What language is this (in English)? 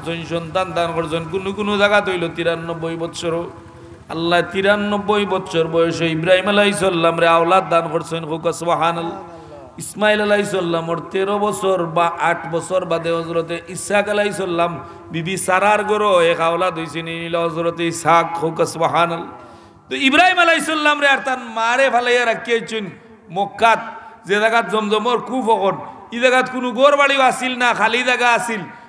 Sylheti